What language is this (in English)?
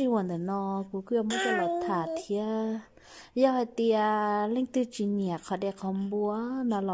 Hmong